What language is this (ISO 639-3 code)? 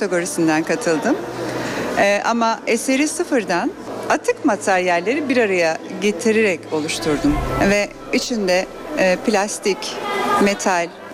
tur